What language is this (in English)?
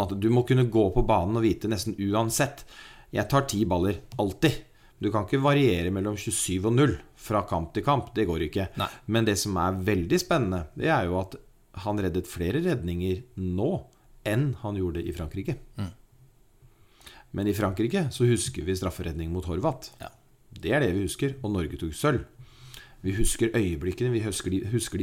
Norwegian